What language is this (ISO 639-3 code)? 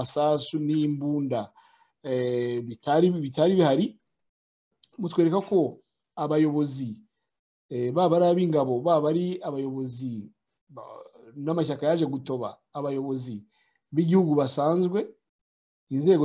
kin